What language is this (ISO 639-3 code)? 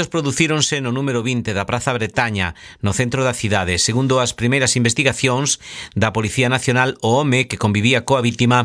glg